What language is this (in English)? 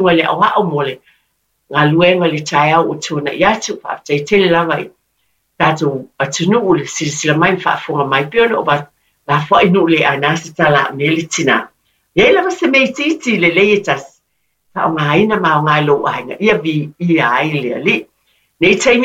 Samoan